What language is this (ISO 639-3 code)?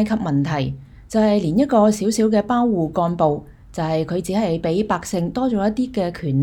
yue